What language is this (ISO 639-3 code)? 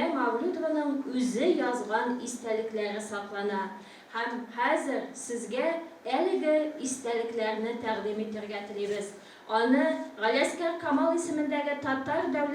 tat